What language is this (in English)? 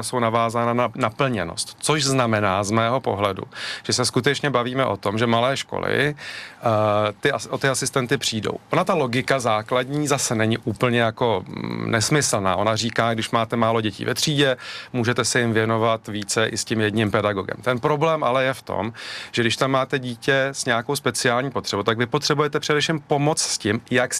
Czech